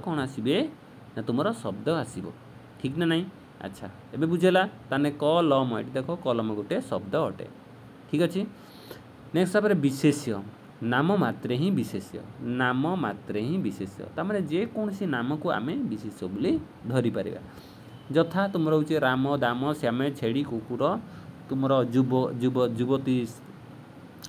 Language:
Odia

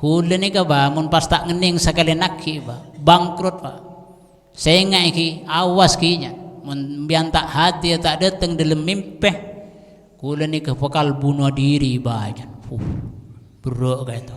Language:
Madurese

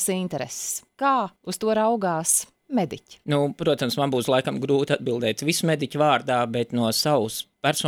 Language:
Latvian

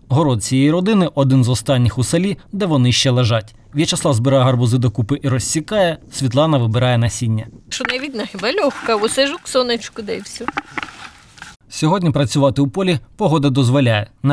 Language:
Ukrainian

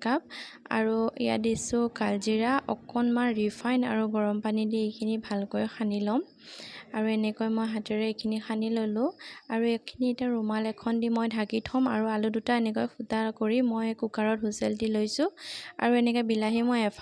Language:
Assamese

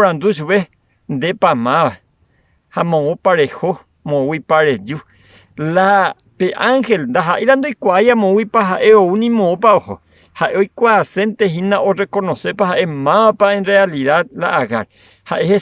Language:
Guarani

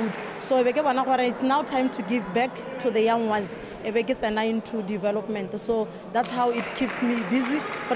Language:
Tswana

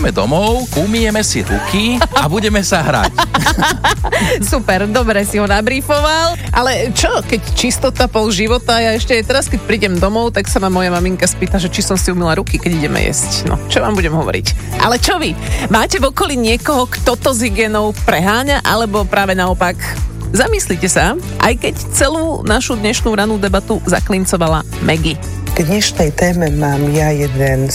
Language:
Slovak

